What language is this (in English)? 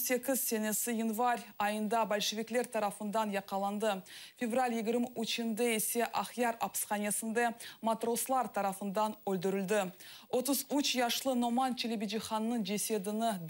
Crimean Tatar